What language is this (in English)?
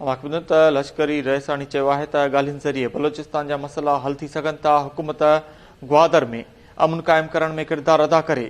Sindhi